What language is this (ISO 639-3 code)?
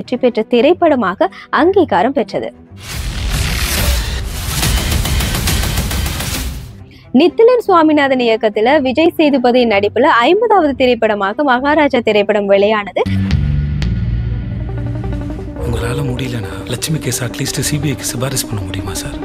tam